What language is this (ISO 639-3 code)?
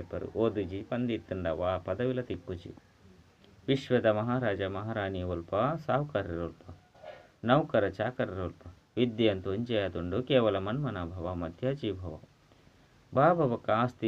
tcy